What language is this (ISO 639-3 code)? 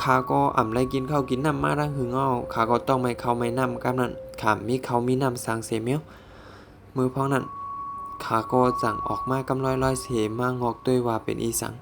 shn